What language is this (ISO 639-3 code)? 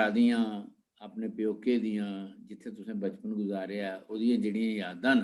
doi